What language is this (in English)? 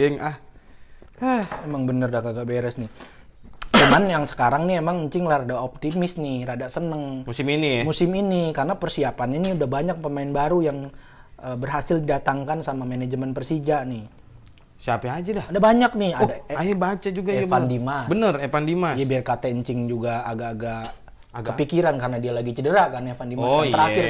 Betawi